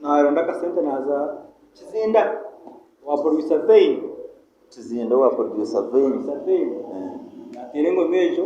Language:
Nyankole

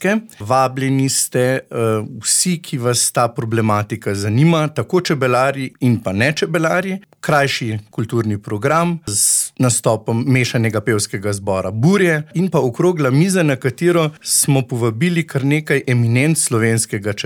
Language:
Slovenian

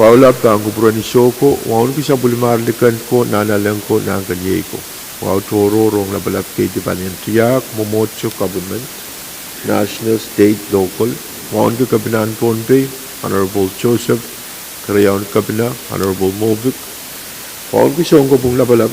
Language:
Pohnpeian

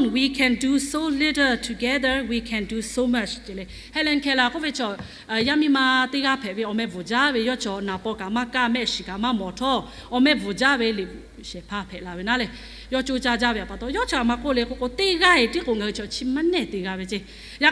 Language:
Lahu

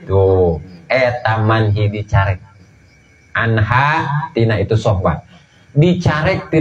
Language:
Sundanese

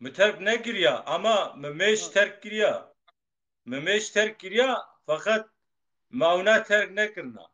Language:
Kurdish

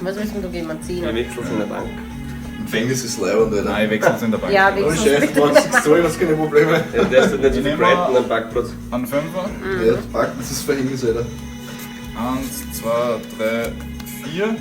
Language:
Bavarian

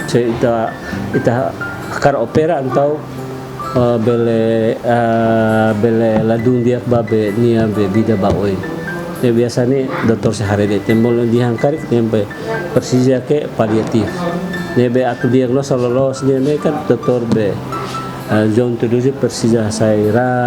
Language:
Tetum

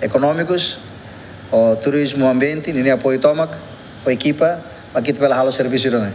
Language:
Tetum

